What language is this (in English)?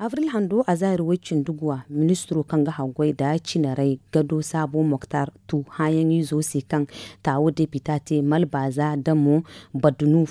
Zarma